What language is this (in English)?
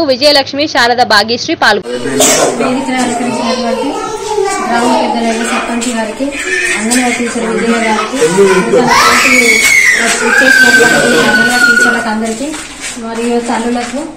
Telugu